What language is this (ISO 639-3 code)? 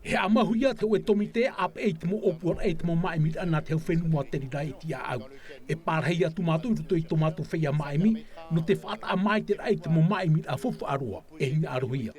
tah